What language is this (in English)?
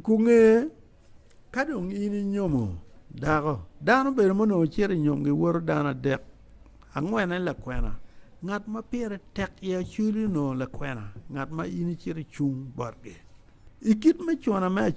Acoli